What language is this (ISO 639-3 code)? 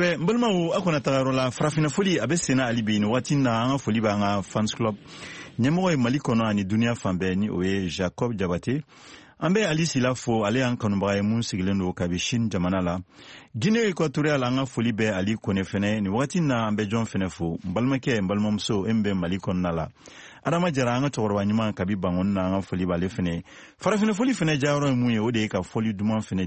bam